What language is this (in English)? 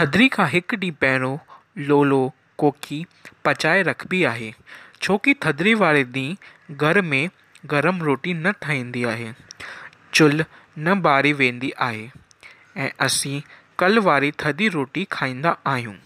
Sindhi